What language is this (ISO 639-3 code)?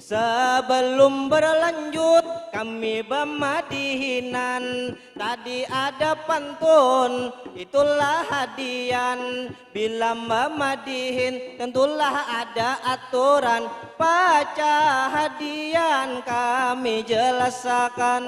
bjn